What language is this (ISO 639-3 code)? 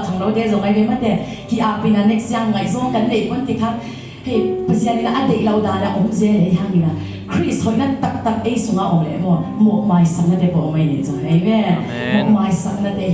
ctd